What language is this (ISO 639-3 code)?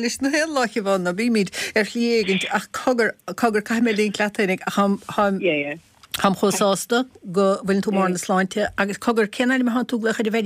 gle